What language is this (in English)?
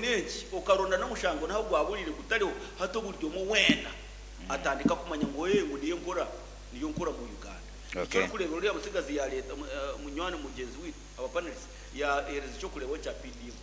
Nyankole